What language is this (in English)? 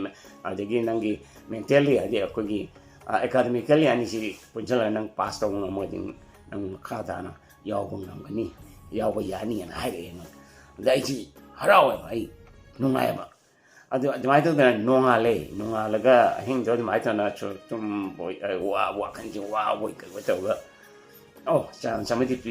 Manipuri